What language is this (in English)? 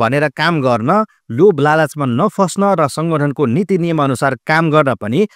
Nepali